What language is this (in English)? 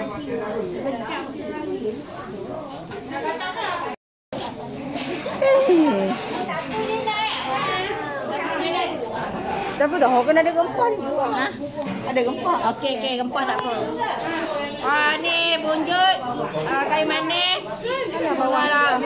Malay